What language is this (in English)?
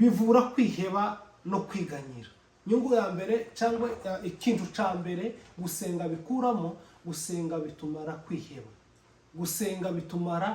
Kinyarwanda